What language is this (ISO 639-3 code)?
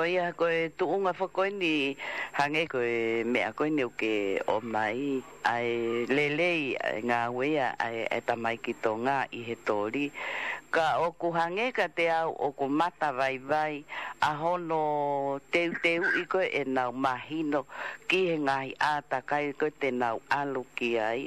ton